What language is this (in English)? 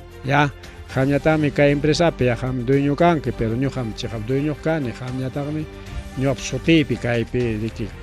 Ayacucho Quechua